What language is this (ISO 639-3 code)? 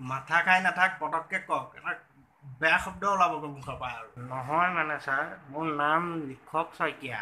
asm